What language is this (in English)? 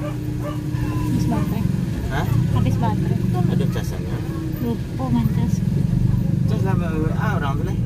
Minangkabau